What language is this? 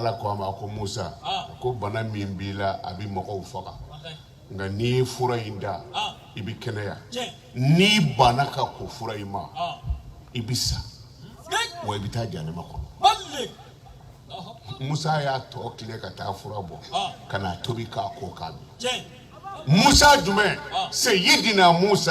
Bambara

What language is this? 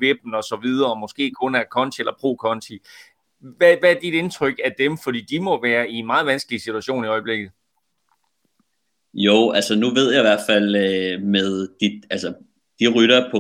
Danish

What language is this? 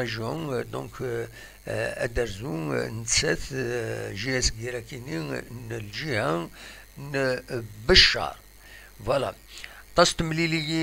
Kabyle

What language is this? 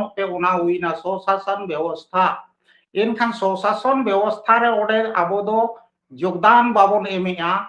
Santali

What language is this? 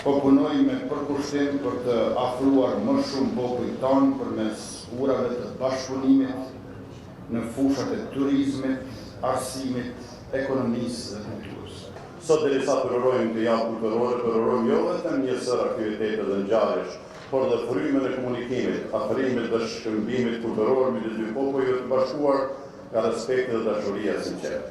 Albanian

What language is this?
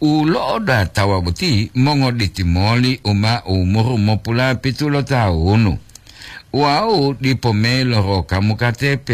Gorontalo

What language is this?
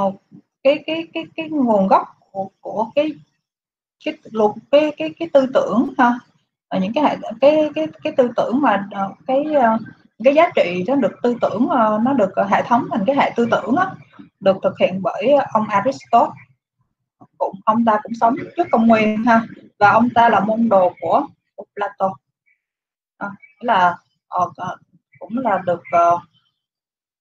Vietnamese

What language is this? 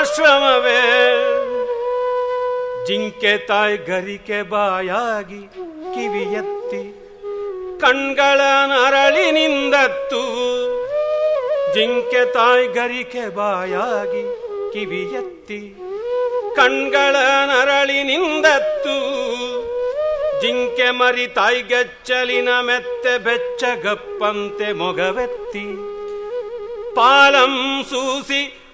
Kannada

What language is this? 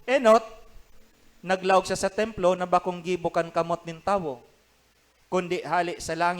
Bikol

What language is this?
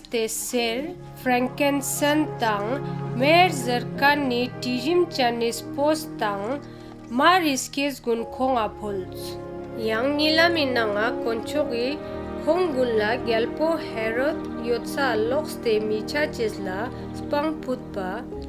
Ladakhi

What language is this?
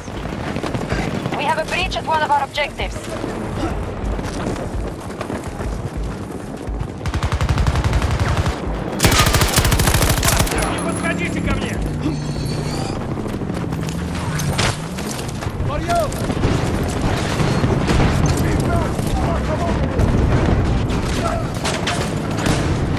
English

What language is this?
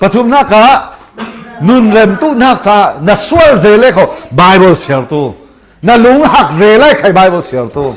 Falam Chin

